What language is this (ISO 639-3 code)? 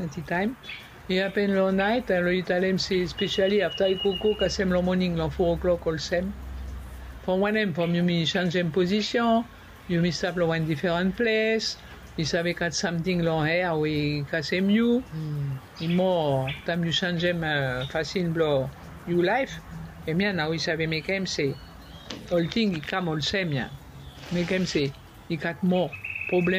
bis